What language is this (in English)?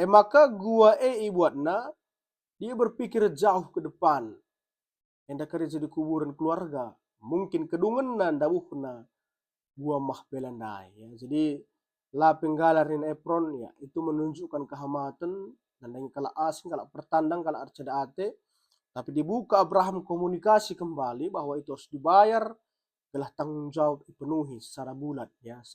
Batak Karo